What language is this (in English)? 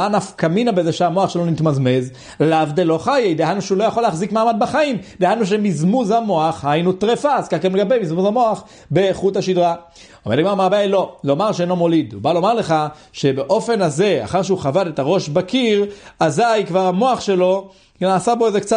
Hebrew